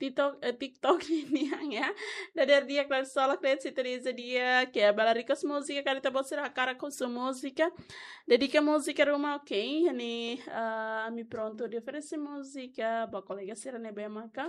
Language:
Tetum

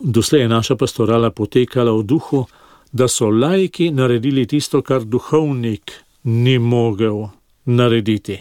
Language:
Slovenian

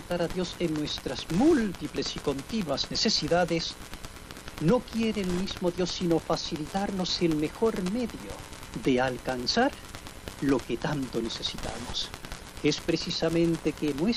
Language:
Spanish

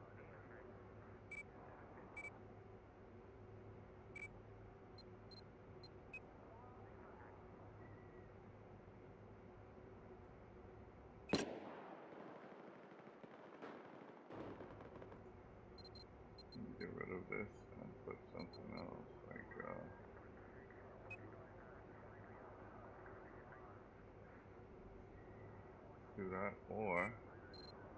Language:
English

